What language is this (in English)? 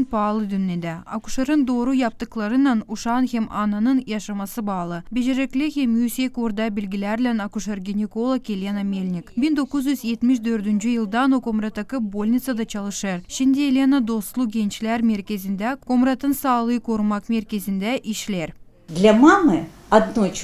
Gagauz